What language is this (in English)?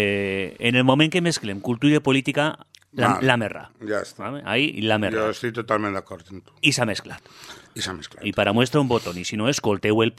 Catalan